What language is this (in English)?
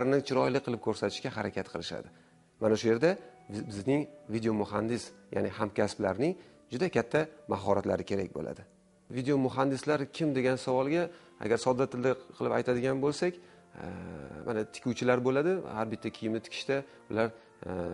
Uzbek